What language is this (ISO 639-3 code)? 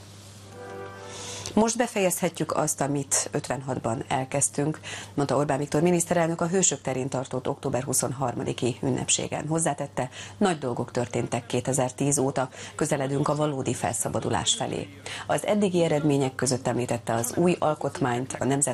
hun